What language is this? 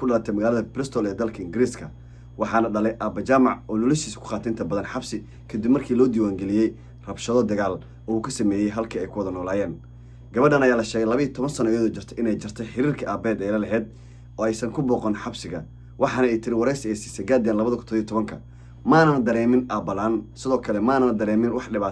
Somali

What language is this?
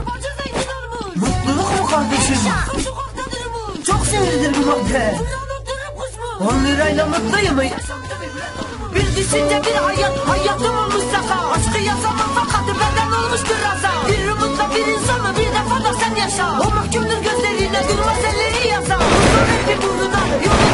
Turkish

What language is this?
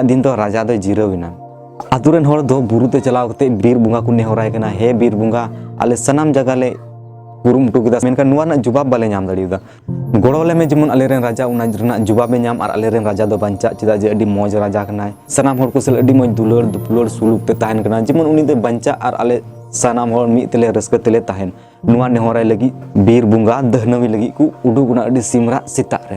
Santali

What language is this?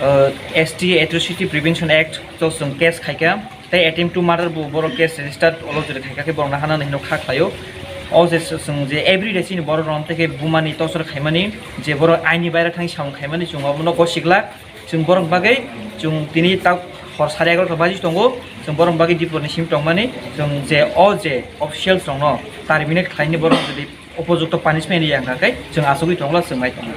Kok Borok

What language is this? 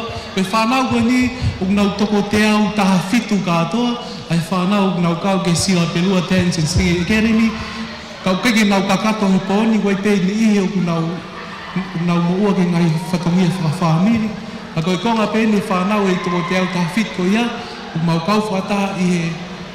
Tongan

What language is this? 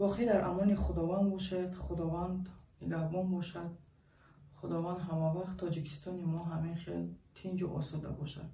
Tajik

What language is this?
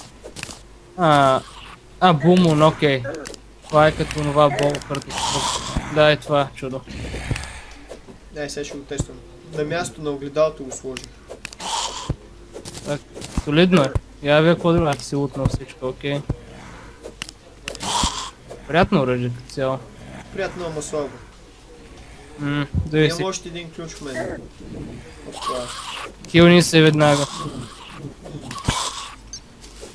Bulgarian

